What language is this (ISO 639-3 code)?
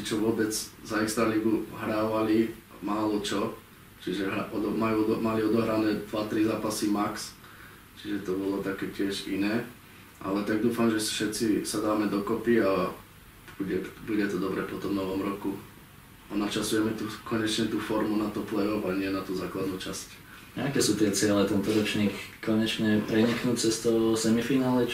slk